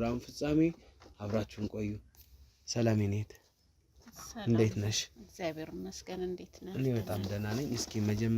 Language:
Amharic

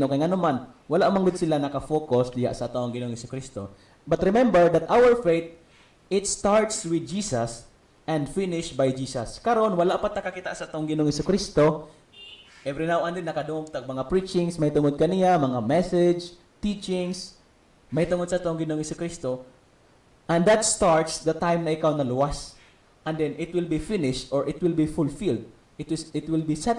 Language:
Cebuano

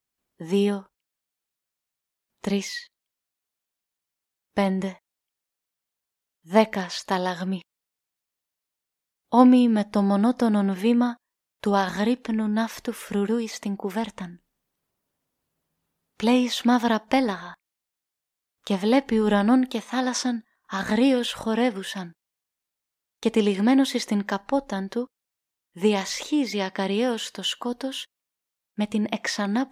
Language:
Greek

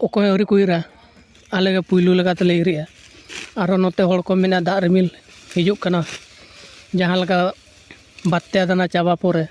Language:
Santali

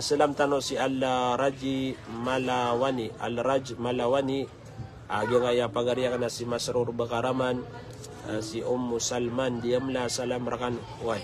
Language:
Maranao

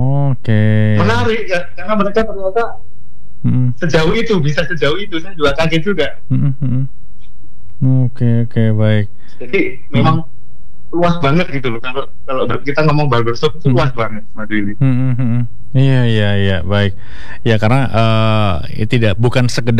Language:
Indonesian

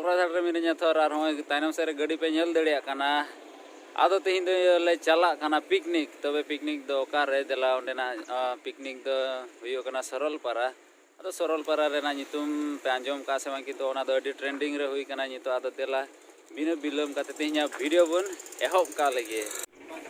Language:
Santali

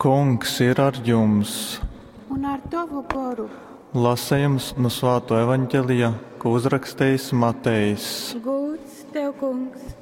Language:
Latgalian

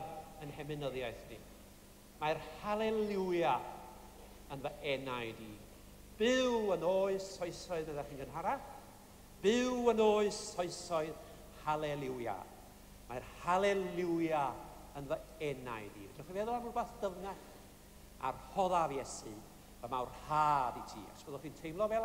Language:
Welsh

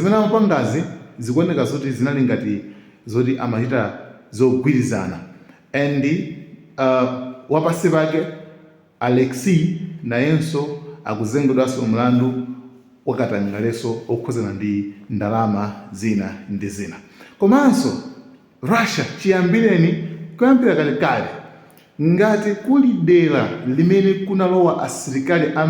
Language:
Nyanja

